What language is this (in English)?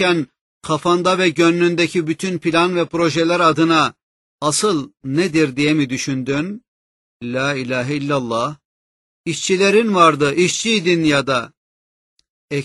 Turkish